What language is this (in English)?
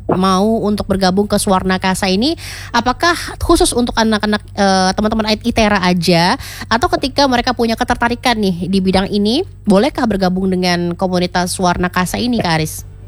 Indonesian